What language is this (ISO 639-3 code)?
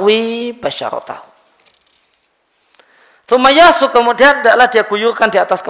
ind